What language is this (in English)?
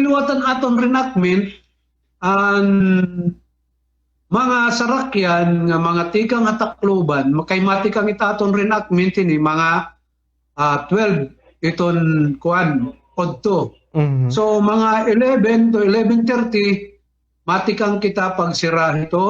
Waray